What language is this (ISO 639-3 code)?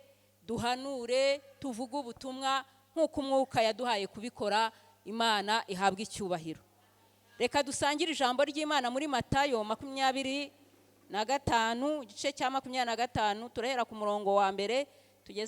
kin